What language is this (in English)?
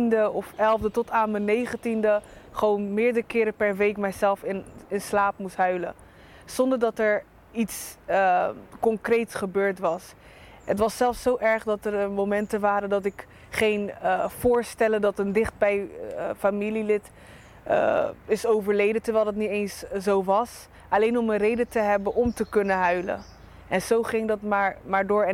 Dutch